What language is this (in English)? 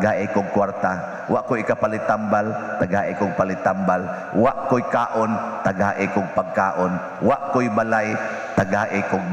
Cebuano